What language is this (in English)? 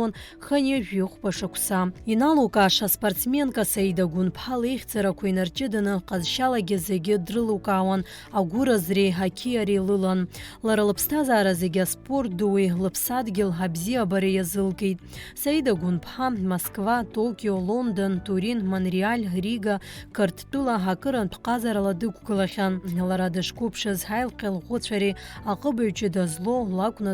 Abkhazian